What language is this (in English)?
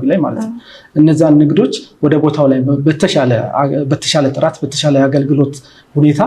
Amharic